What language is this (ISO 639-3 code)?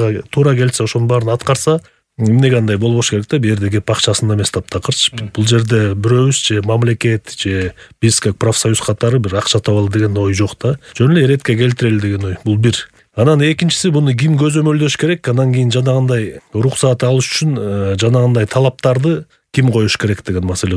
kir